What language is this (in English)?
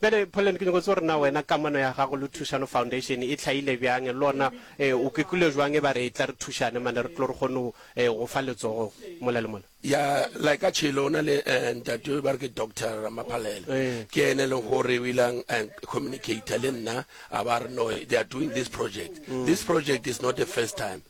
Northern Sotho